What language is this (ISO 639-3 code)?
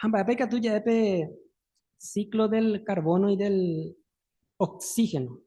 grn